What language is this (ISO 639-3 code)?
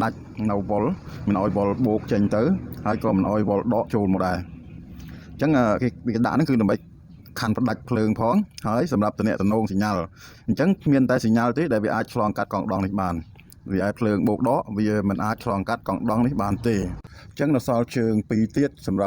khm